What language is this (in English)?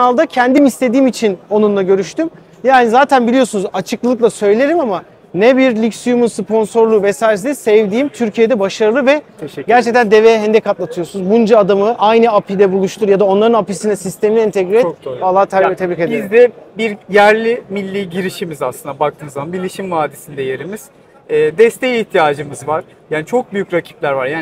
Turkish